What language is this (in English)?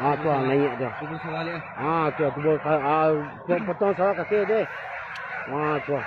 Minangkabau